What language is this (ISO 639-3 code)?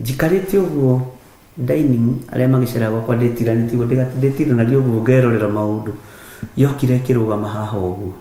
kik